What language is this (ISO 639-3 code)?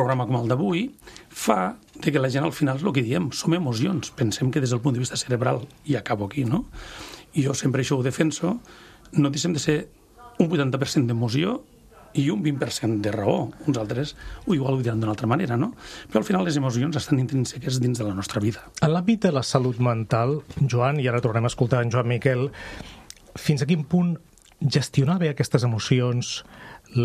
cat